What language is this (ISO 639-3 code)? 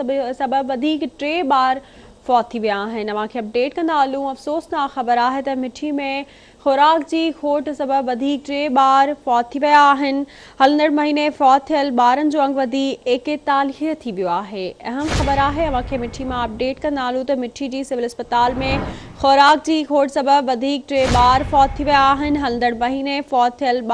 snd